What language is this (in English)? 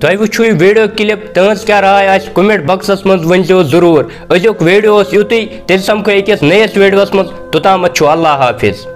Kashmiri